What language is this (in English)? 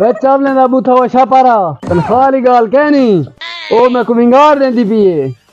Saraiki